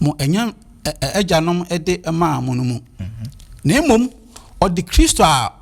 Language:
Akan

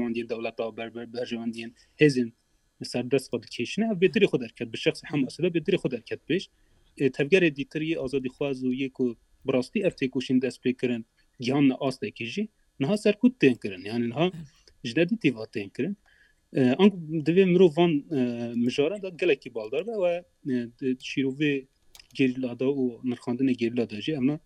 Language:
Kurdish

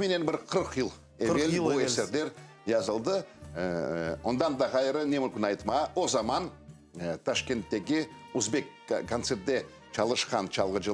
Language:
Crimean Tatar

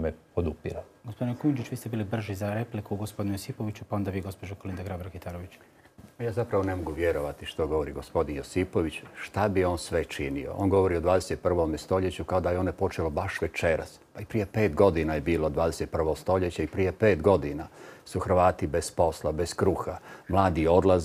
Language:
Croatian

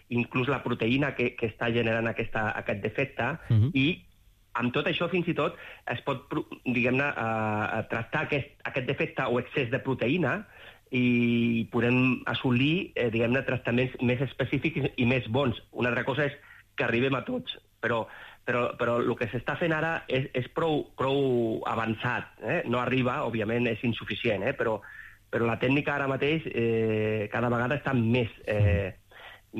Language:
Catalan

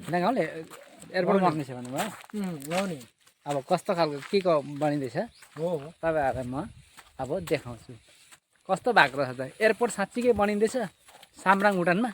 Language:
Nepali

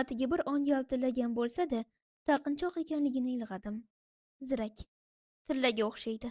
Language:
Uzbek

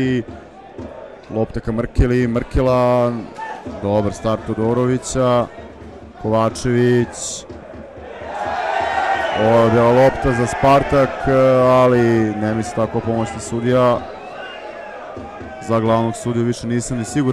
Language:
Serbian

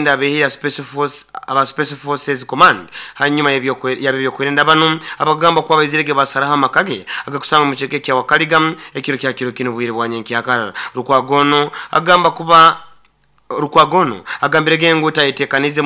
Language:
Nyankole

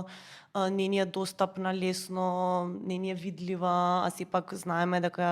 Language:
Macedonian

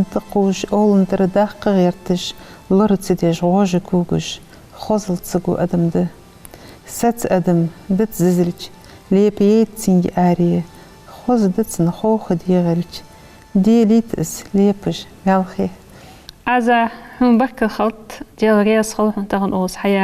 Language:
Ingush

